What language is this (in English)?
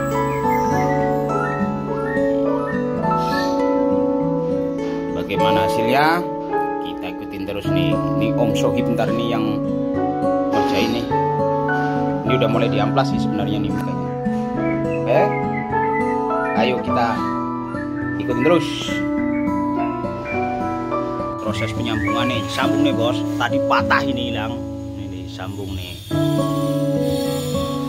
Indonesian